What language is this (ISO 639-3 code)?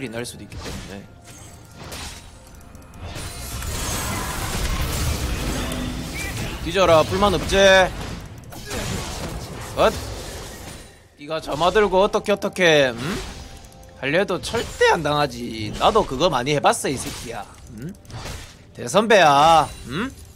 kor